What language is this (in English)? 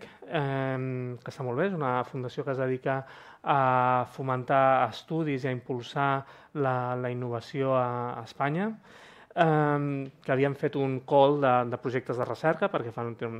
Catalan